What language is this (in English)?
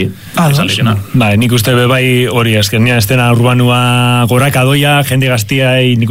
Basque